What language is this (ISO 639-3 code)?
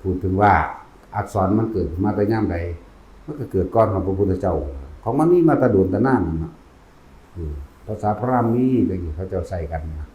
tts